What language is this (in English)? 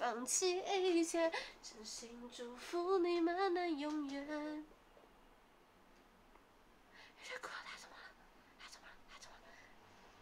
Chinese